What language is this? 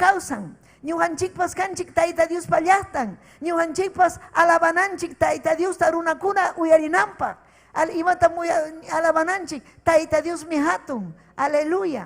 Ayacucho Quechua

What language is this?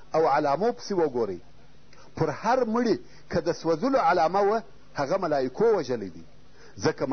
Pashto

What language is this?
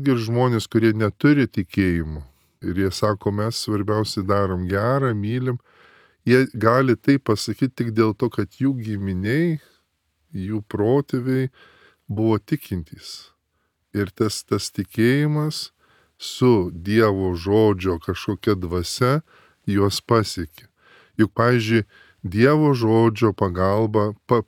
Lithuanian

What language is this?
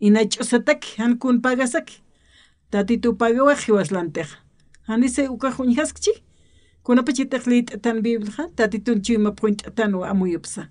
Aymara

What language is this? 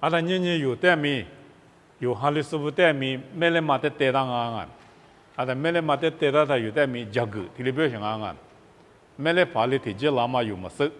Lisu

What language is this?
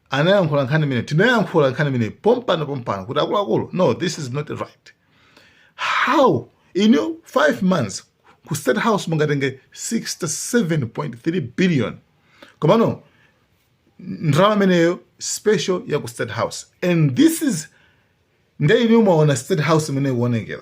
Nyanja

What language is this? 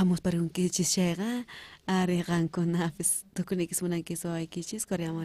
South Bolivian Quechua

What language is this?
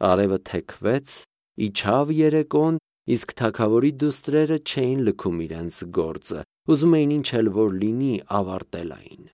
Armenian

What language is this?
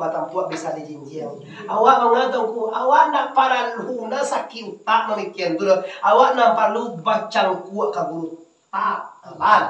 Minangkabau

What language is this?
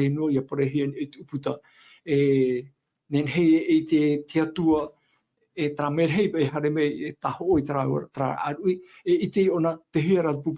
Tahitian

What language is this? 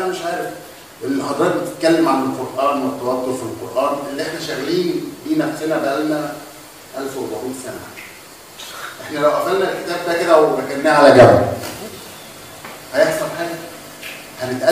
Egyptian Arabic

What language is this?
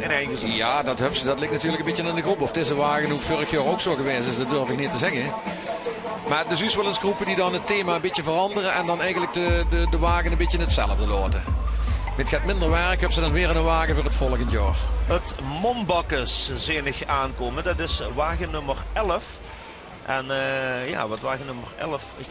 Limburgish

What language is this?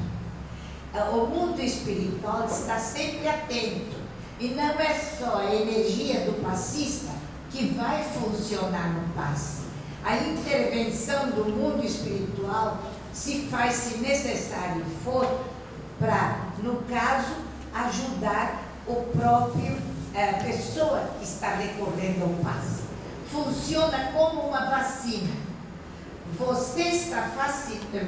Portuguese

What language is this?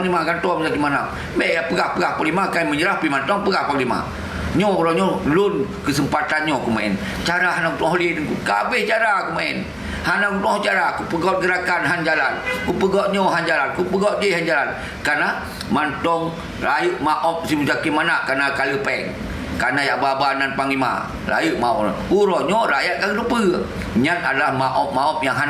Achinese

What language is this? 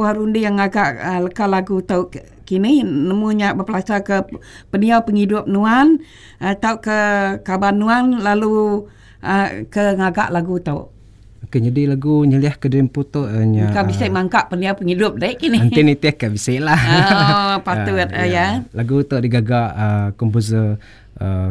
Iban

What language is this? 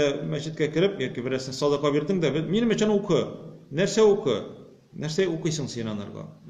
Tatar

